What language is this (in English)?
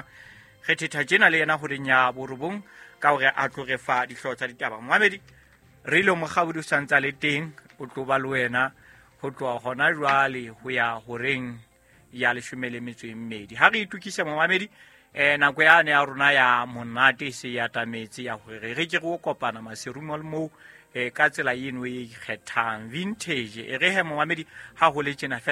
Southern Sotho